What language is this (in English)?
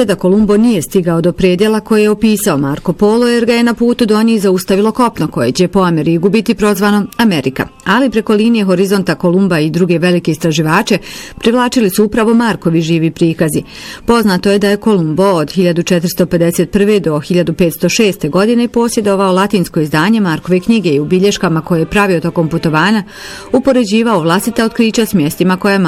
Bosnian